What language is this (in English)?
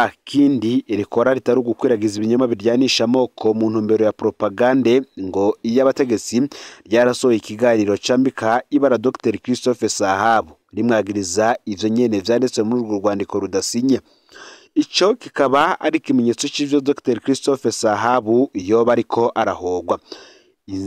Rundi